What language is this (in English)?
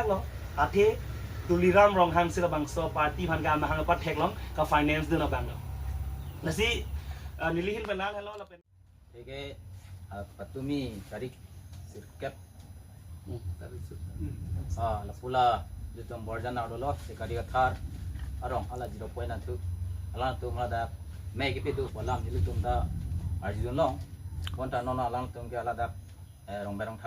Karbi